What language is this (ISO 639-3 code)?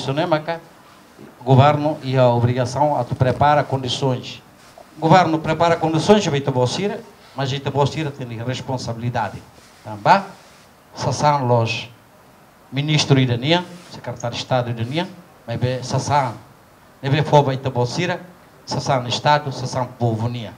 tet